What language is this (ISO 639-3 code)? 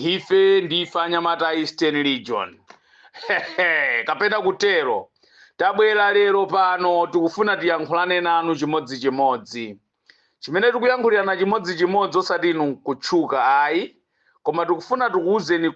nya